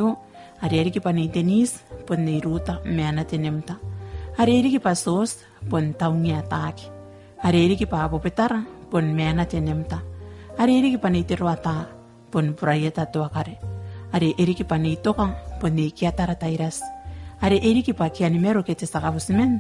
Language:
Gilbertese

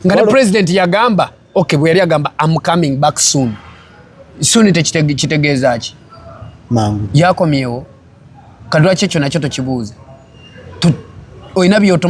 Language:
Ganda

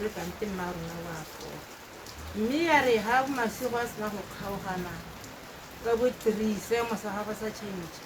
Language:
Tswana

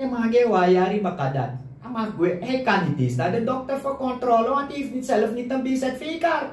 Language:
Sranan Tongo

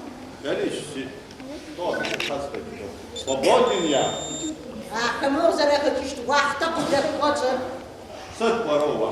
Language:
Adyghe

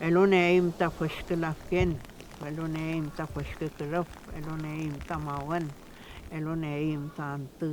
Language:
Mapuche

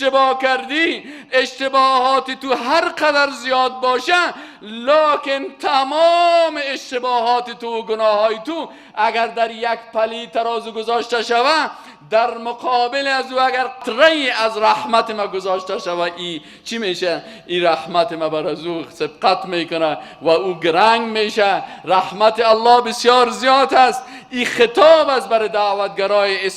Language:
Persian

